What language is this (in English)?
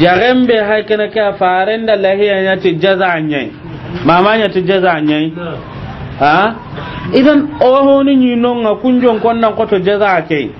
Soninke